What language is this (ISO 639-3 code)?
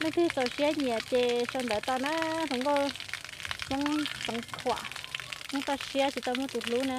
hmn